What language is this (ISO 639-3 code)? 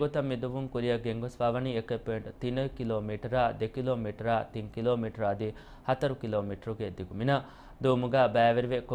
div